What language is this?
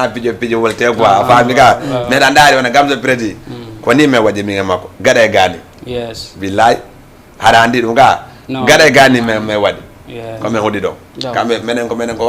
Fula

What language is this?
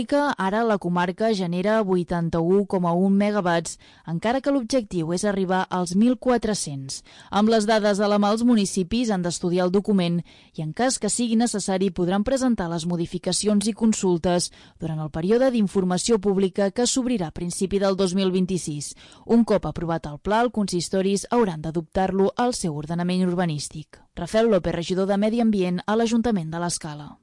Catalan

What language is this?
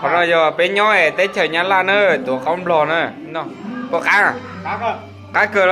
Hmong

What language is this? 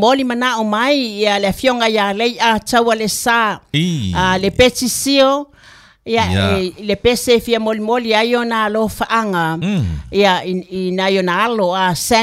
Samoan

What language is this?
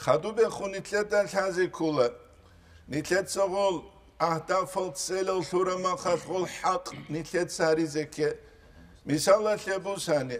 Avaric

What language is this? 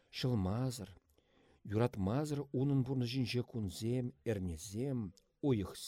Chuvash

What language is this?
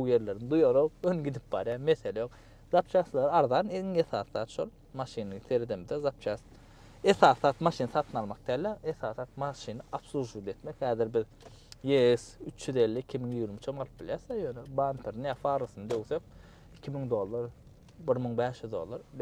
Turkmen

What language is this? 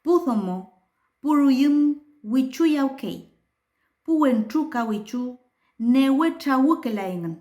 Mapuche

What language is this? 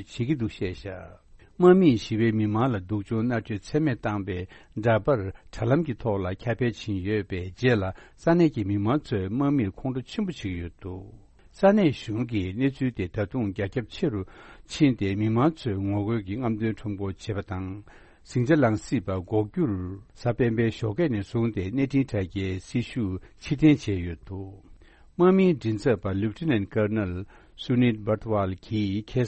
Tibetan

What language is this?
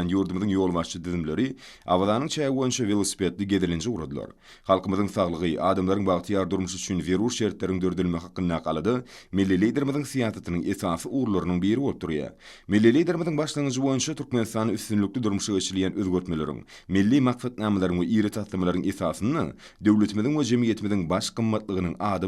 Turkmen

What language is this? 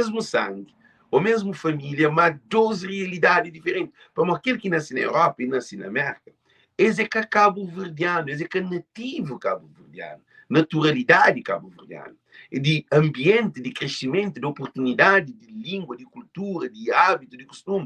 Kabuverdianu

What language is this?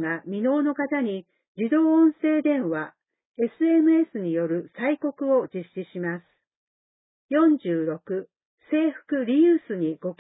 Japanese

